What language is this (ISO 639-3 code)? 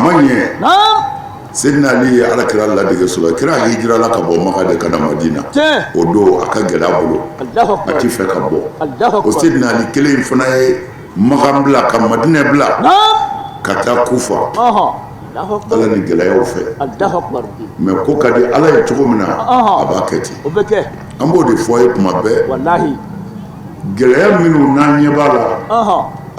bam